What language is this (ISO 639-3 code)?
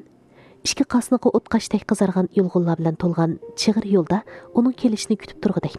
uig